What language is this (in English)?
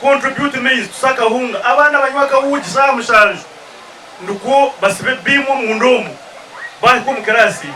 Nyankole